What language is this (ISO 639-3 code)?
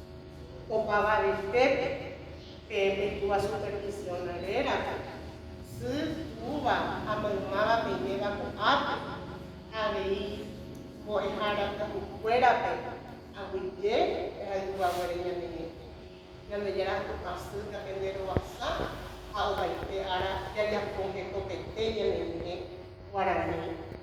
grn